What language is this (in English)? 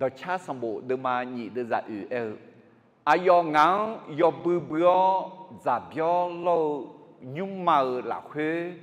Akha